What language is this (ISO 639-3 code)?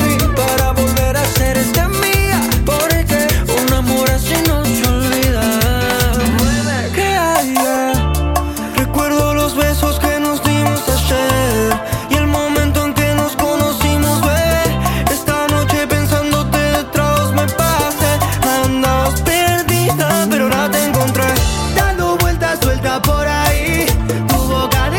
spa